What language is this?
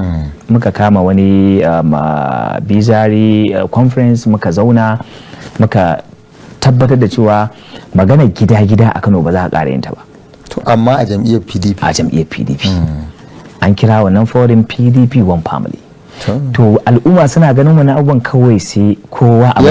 Hausa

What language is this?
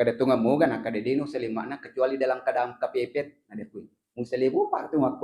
Buginese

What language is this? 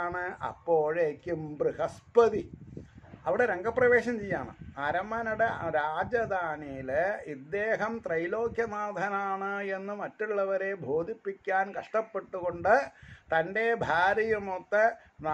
Malayalam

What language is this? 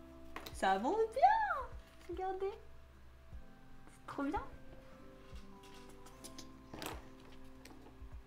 French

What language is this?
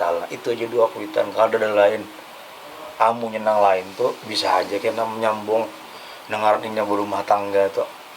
Banjar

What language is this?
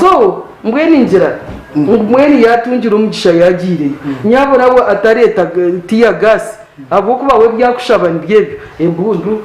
Nyankole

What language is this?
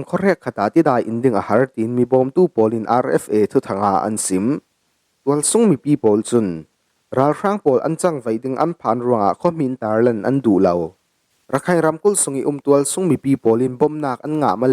Falam Chin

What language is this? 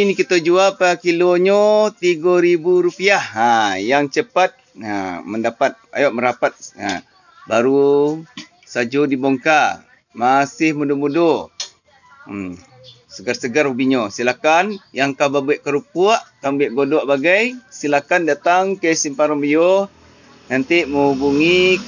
Minangkabau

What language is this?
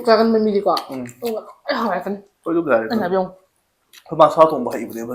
Manipuri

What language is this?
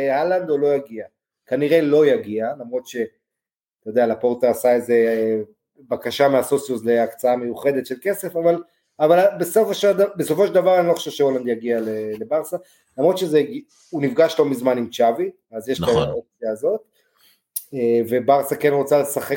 Hebrew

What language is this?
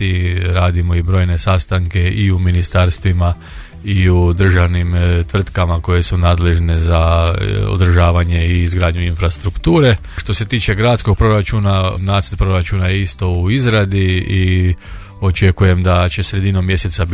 Croatian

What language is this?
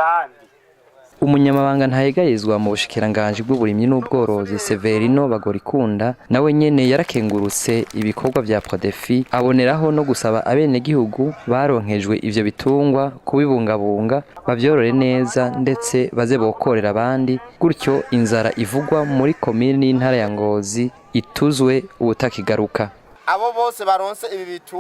Rundi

